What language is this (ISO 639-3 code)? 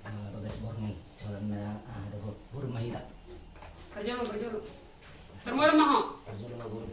bbc